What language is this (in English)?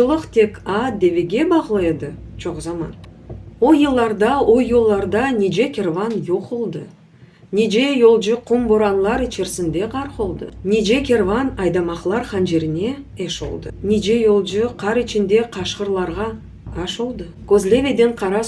Crimean Tatar